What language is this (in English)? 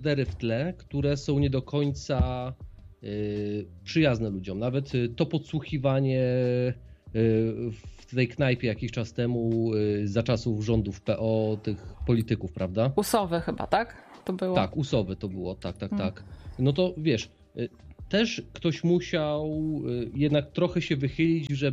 Polish